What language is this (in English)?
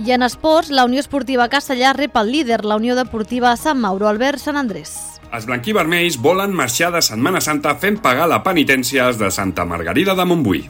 Catalan